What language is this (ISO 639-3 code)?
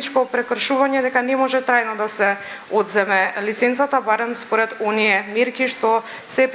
mkd